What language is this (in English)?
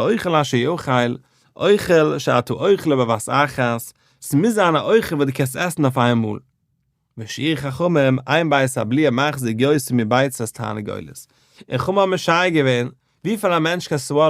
Yiddish